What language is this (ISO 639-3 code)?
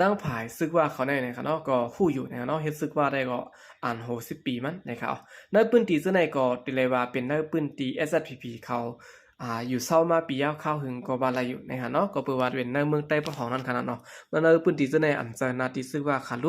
shn